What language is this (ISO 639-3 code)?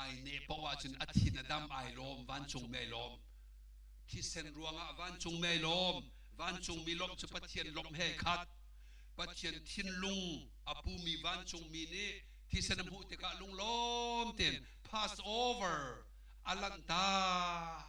cnh